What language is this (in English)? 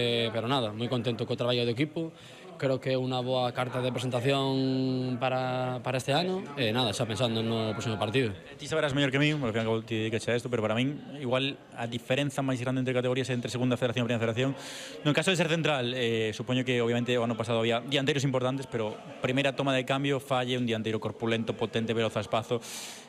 Galician